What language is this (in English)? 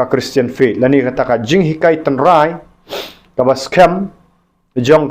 Khasi